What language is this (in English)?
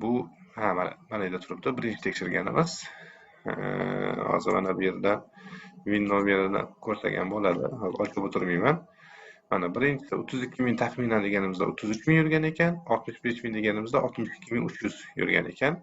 Uzbek